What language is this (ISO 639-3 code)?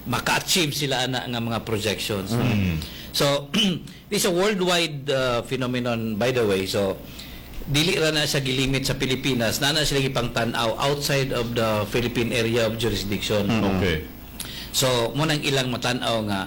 ceb